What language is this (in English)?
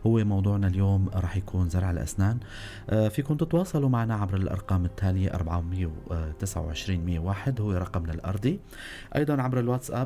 North Levantine Arabic